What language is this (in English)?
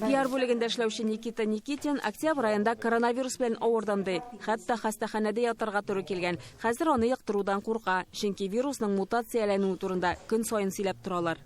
Tatar